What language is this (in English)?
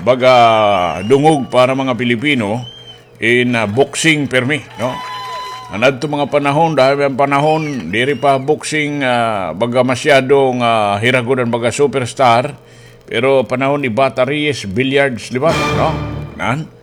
Waray